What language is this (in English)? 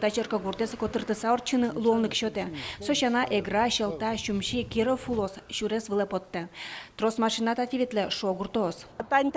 Udmurt